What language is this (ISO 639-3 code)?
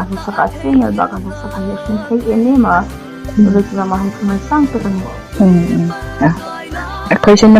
hmr